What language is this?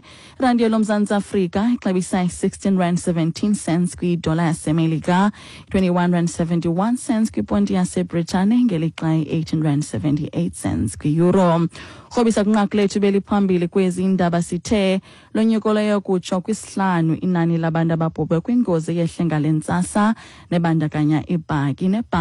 Xhosa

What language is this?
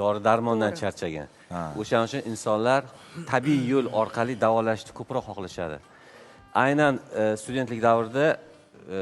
Uzbek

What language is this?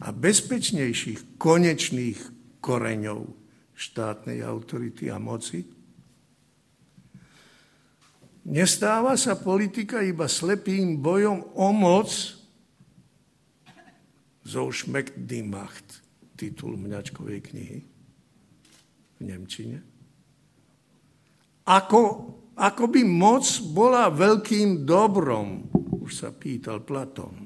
Slovak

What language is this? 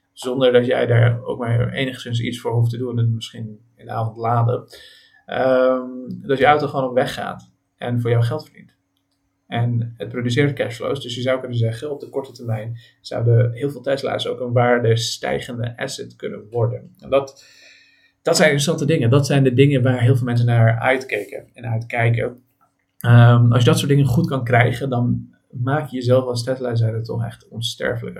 Dutch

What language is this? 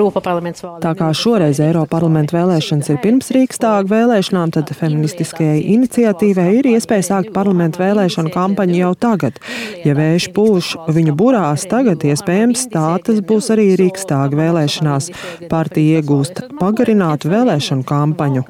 Latvian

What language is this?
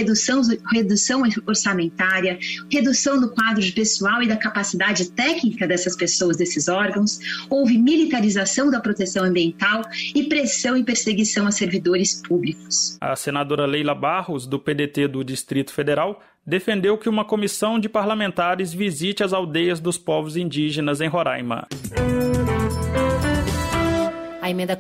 Portuguese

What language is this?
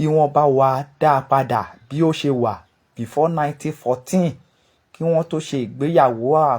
Yoruba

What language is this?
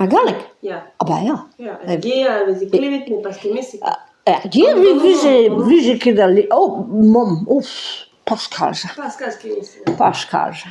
Breton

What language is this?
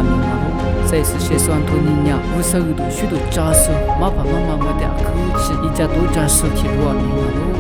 Lisu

